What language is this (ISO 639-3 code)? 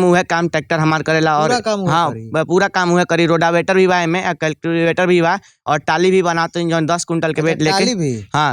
bho